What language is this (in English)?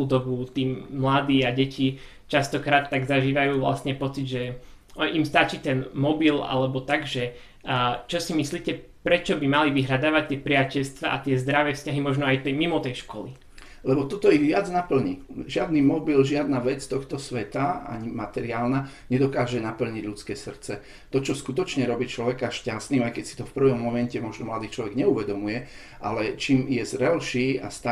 Slovak